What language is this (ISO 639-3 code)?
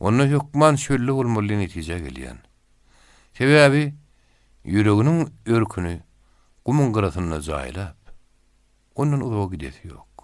tuk